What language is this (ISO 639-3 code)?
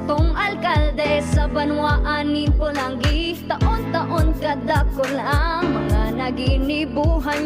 bik